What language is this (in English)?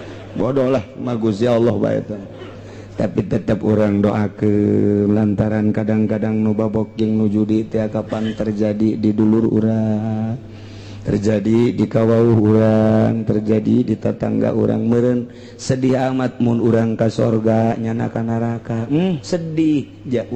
Sundanese